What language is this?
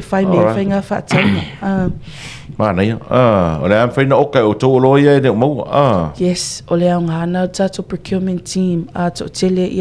Samoan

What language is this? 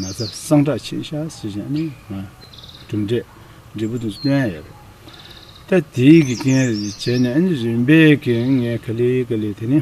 Tibetan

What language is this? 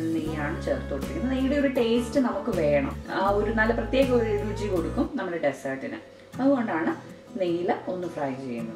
Malayalam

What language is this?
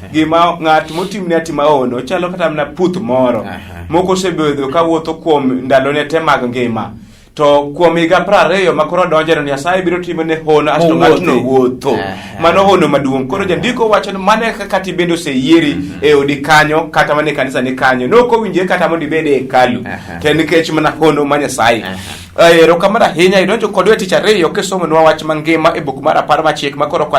Luo (Kenya and Tanzania)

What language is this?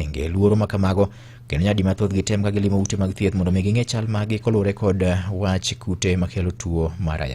Luo (Kenya and Tanzania)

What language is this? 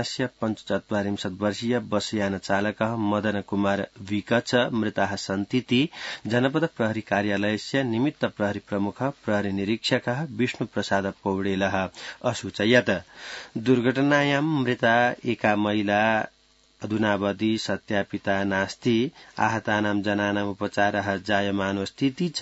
Sanskrit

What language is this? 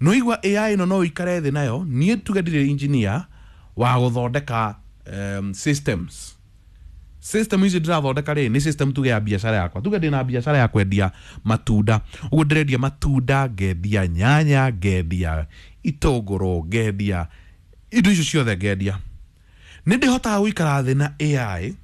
Kikuyu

